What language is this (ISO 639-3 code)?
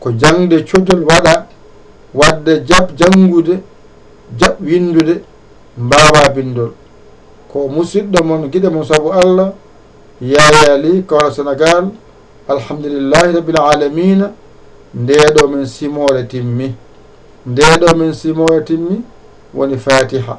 ful